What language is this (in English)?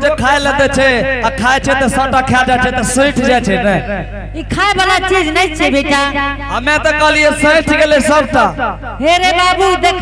Angika